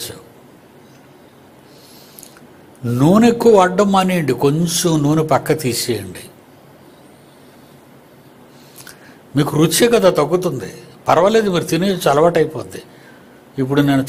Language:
Telugu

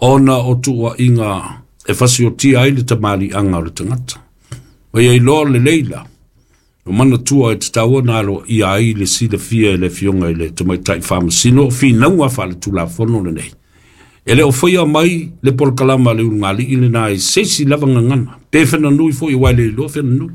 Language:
Samoan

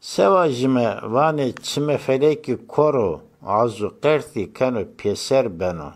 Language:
Zaza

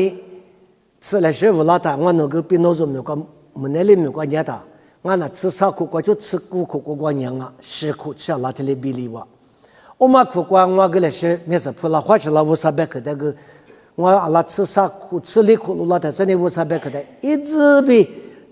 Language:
Lisu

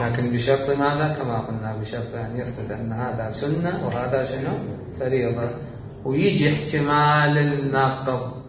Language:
Mesopotamian Arabic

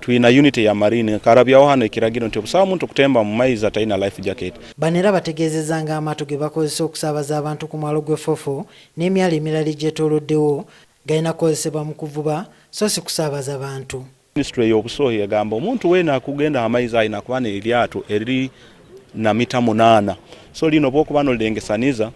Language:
Ganda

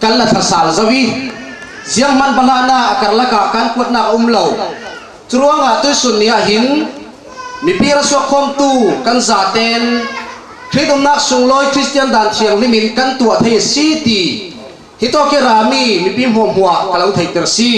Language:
Falam Chin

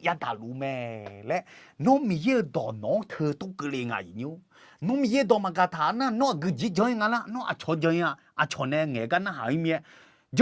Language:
Akha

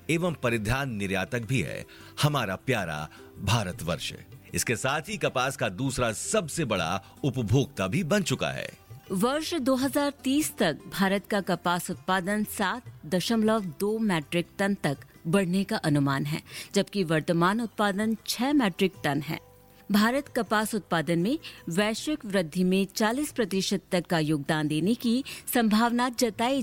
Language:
Hindi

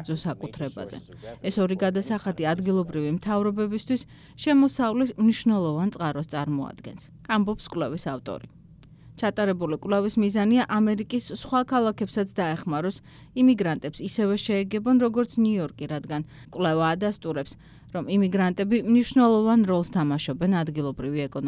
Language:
Georgian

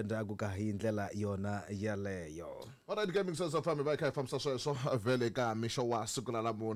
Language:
Tsonga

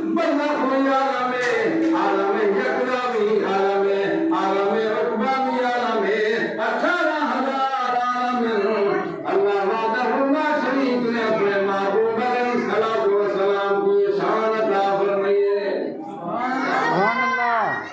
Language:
Saraiki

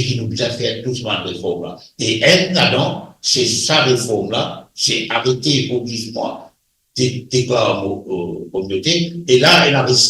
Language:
Morisyen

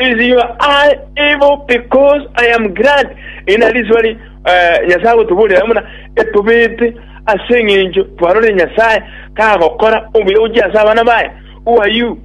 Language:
Gusii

